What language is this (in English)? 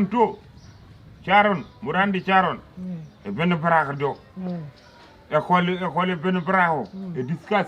Fula